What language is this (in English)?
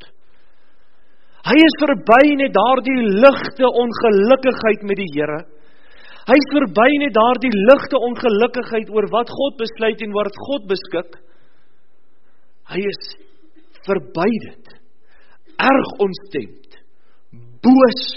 Afrikaans